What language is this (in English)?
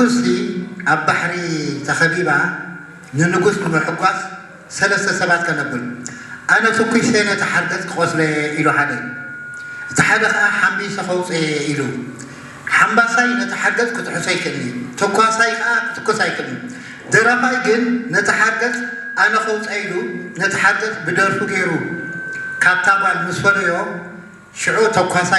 Tigrinya